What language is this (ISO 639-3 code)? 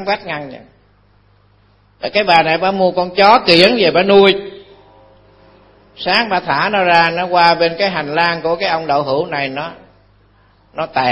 vie